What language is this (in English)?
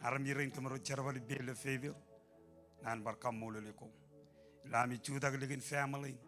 Marshallese